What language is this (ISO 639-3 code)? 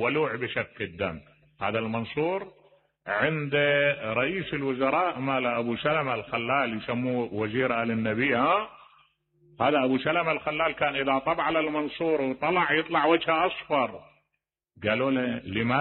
acm